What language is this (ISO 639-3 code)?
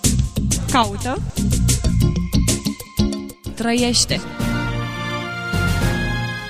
ron